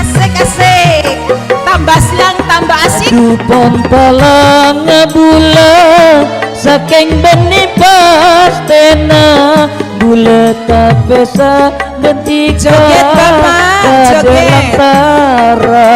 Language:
Madurese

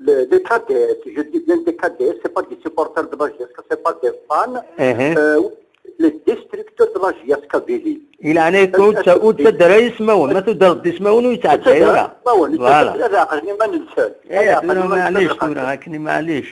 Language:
Kabyle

